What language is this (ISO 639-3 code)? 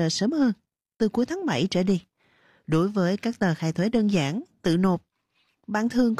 vie